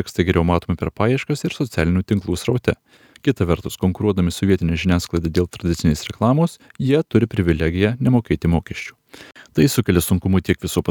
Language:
Lithuanian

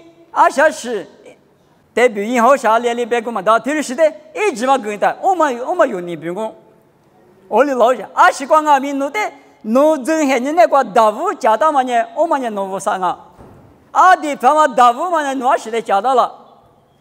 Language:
Lisu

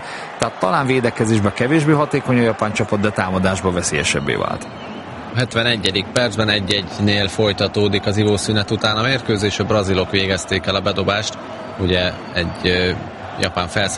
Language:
Hungarian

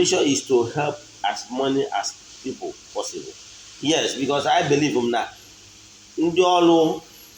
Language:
Igbo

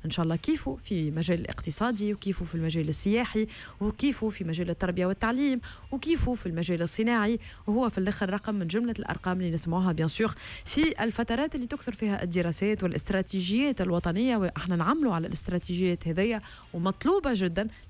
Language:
Tunisian Arabic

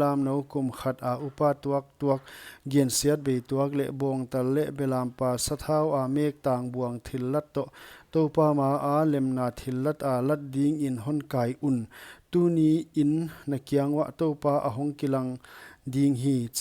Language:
Paite Chin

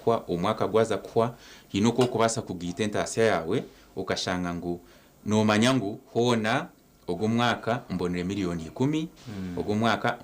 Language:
Nyankole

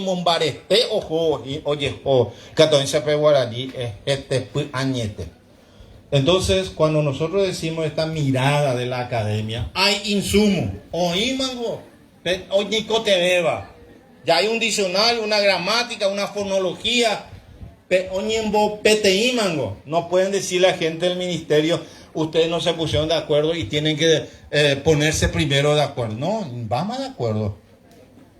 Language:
Guarani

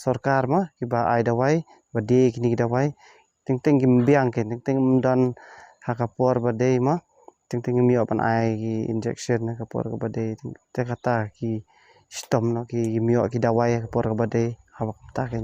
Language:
Khasi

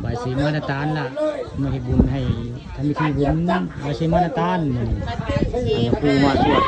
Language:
Northeastern Thai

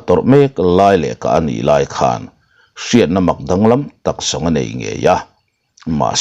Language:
Mizo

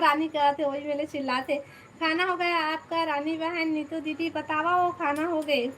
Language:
Chhattisgarhi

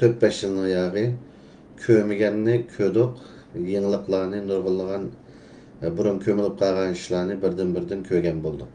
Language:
Uyghur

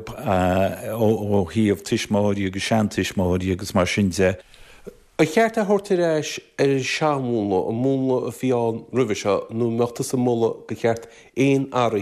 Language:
Irish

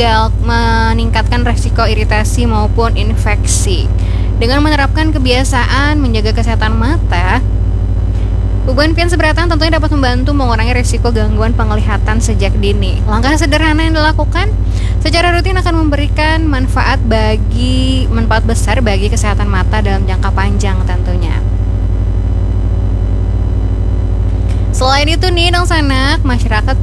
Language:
Indonesian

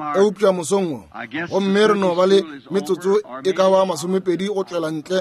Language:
Northern Sotho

